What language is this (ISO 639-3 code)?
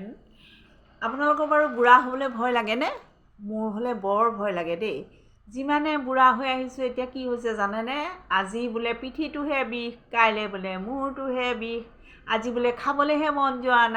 asm